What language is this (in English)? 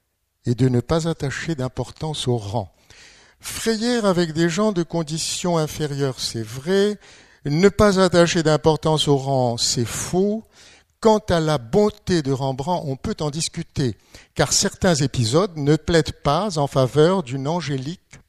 French